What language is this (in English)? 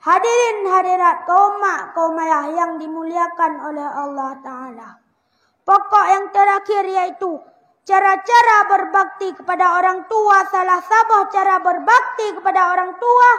Achinese